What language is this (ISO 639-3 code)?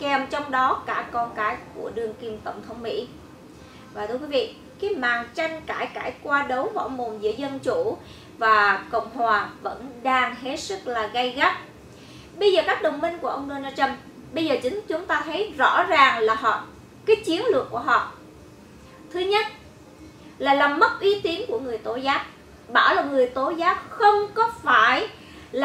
vie